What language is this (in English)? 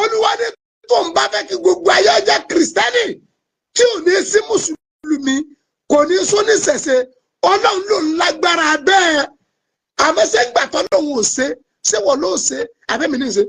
Yoruba